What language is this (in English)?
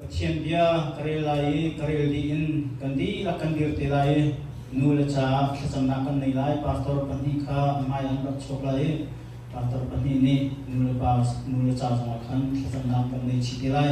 Hakha Chin